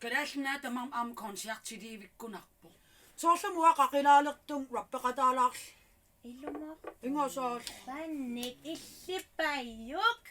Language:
Kalaallisut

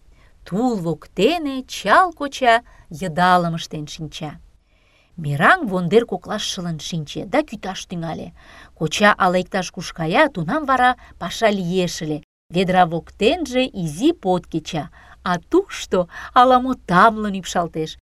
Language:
Mari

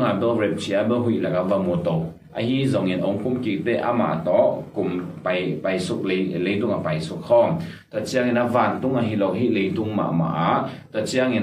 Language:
Tedim Chin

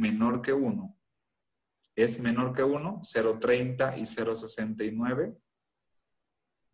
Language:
Spanish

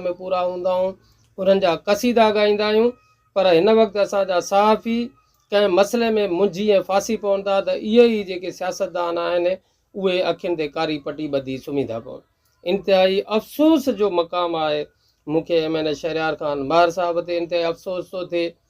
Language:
Sindhi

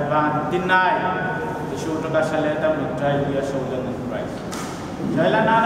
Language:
Pohnpeian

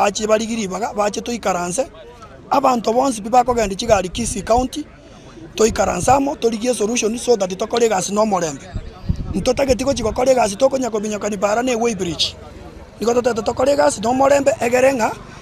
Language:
Gusii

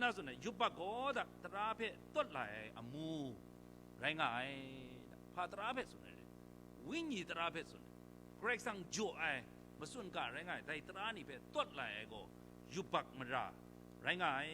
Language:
Kachin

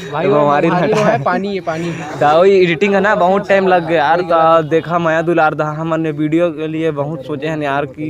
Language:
Chhattisgarhi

